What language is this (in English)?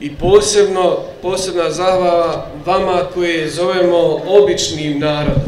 Bosnian